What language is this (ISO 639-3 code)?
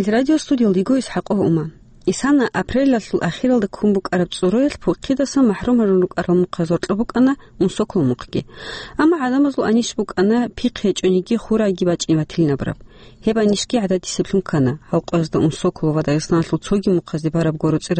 ava